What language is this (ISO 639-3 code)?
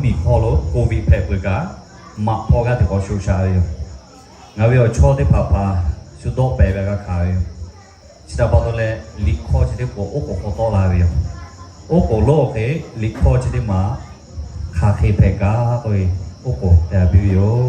lhu